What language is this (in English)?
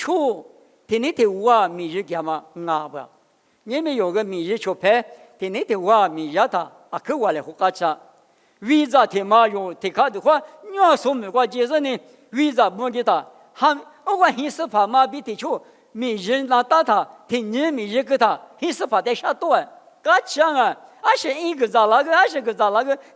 Lisu